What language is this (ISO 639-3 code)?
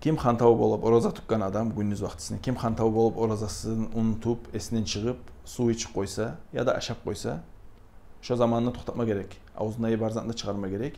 kum